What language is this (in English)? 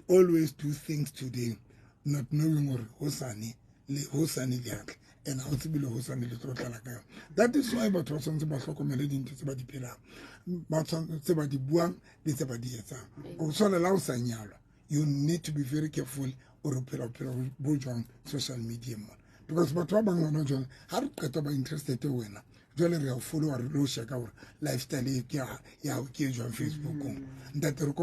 Southern Sotho